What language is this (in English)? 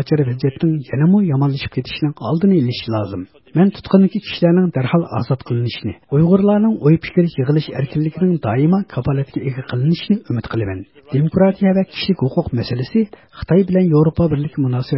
Uyghur